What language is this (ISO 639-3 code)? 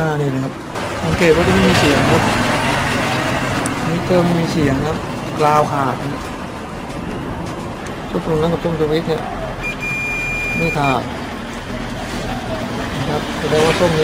tha